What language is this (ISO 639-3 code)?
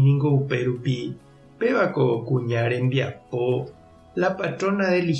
grn